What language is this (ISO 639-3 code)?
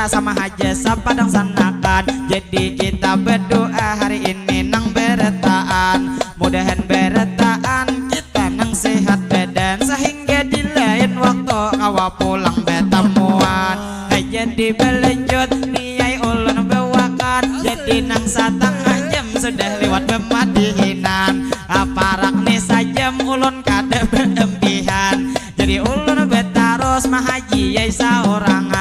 bjn